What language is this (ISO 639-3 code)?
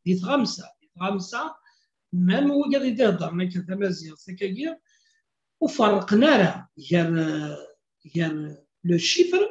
kab